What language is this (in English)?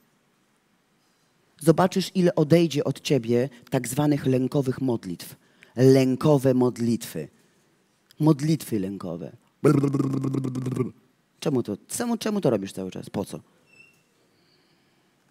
Polish